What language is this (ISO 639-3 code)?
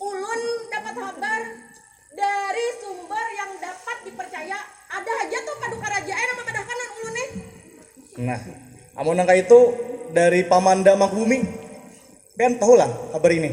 bjn